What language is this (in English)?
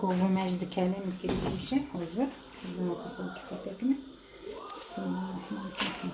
Kurdish